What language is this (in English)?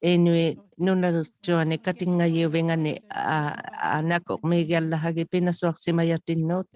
Inuktitut